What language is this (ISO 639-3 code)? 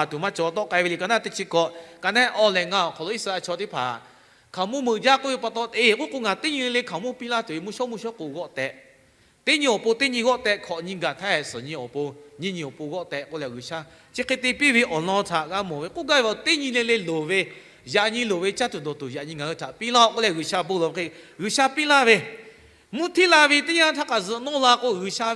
lhu